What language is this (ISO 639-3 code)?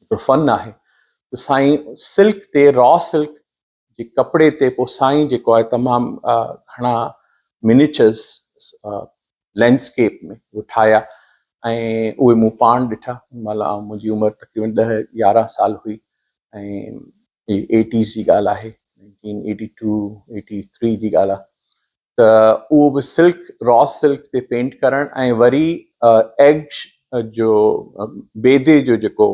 snd